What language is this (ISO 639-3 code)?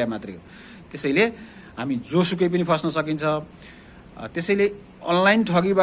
nep